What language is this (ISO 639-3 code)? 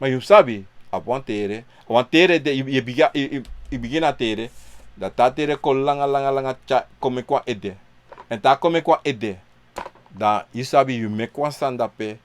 srn